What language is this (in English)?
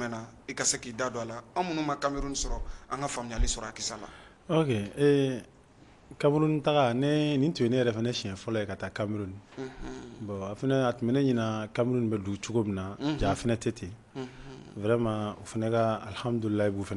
Bambara